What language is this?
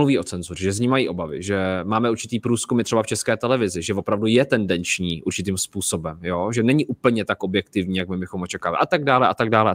Czech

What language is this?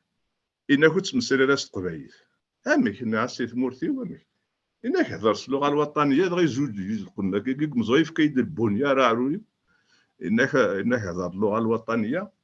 Kabyle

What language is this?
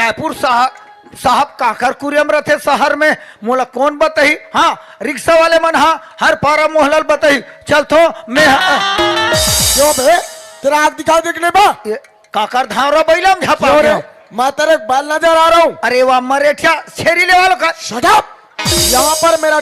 Chhattisgarhi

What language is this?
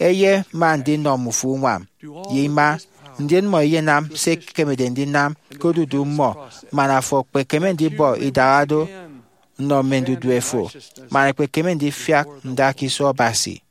Efik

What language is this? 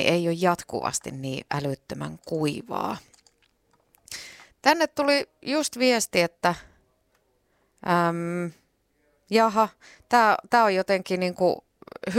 Finnish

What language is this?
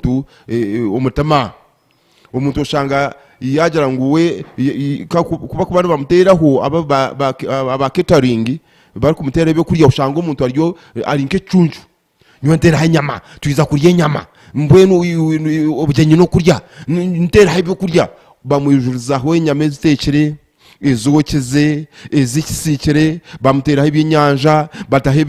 Nyankole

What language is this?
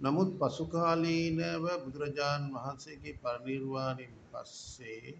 Sinhala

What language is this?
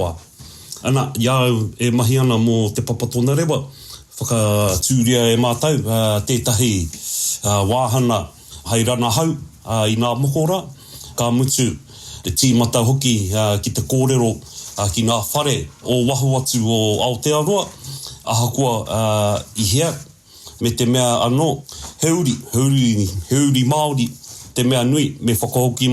Māori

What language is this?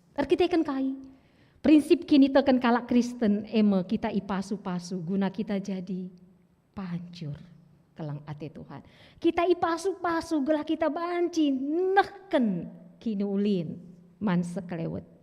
Batak Karo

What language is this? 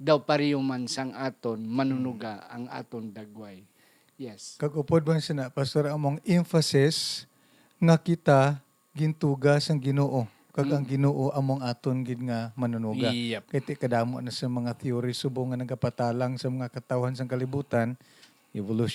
Hiligaynon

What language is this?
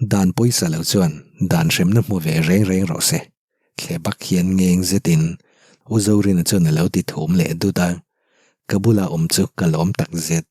Mizo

